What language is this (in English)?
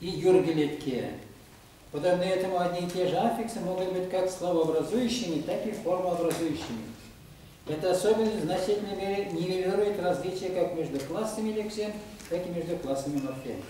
Chuvash